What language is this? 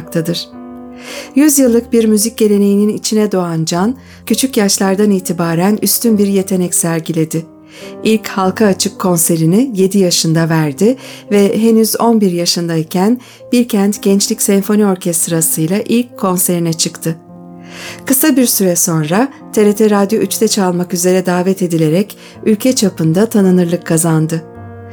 Turkish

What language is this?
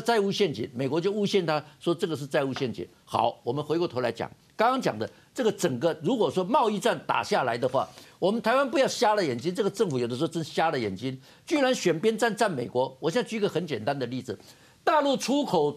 Chinese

